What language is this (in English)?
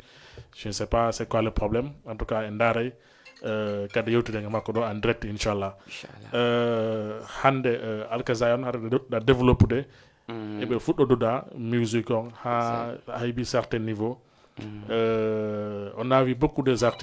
Fula